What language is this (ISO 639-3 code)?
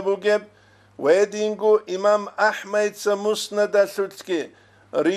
ava